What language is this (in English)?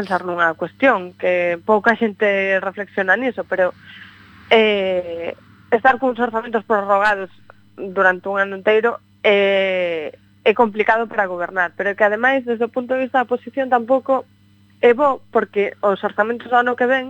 Galician